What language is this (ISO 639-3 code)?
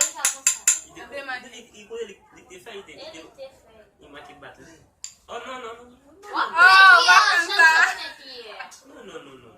hat